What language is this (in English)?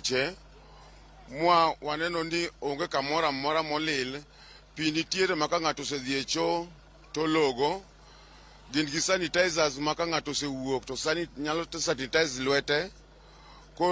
Luo (Kenya and Tanzania)